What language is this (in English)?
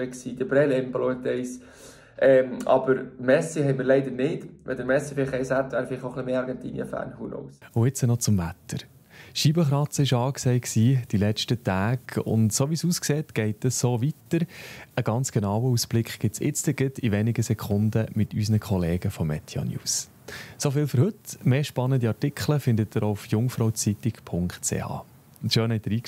Swiss German